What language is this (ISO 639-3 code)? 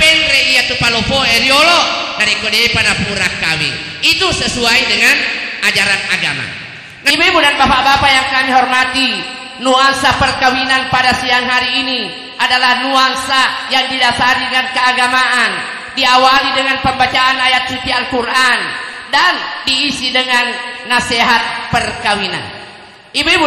bug